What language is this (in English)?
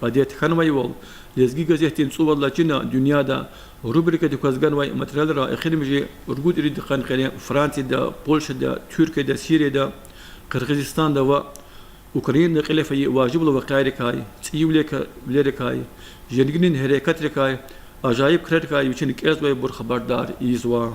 Lezghian